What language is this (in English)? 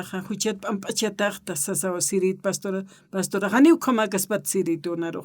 Aymara